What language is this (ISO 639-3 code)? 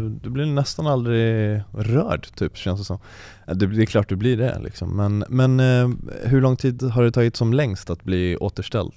swe